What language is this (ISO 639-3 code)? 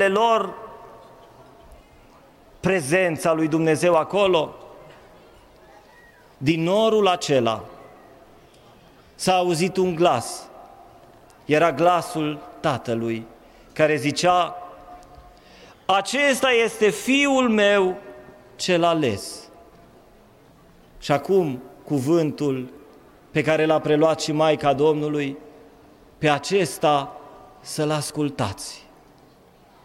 ron